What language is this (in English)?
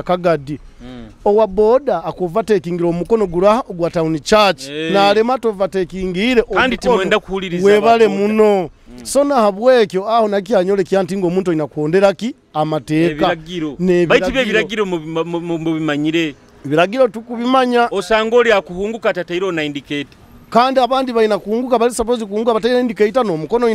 Nyoro